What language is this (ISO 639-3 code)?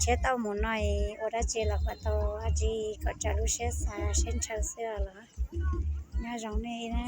hmn